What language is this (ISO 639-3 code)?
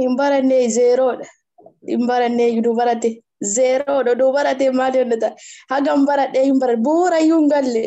orm